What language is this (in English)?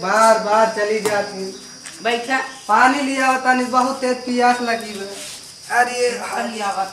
Awadhi